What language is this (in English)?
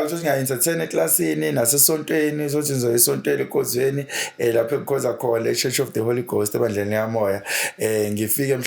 Zulu